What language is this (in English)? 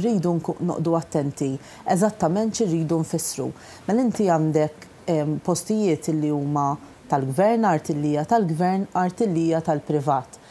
Maltese